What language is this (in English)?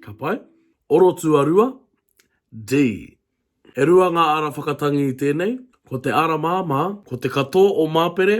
Māori